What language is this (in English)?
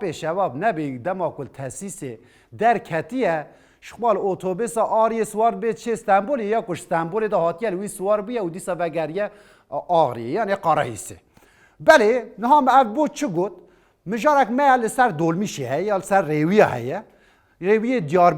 Kurdish